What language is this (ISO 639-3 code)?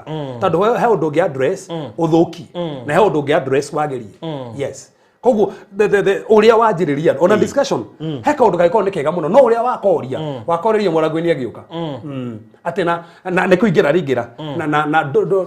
kik